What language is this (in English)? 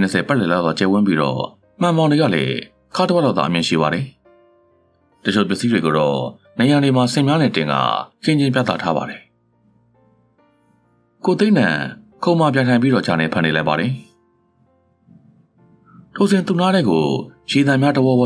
Burmese